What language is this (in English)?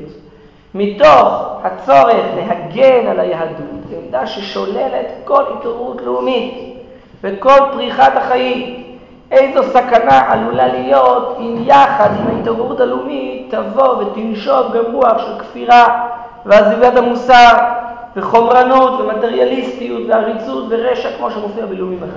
Hebrew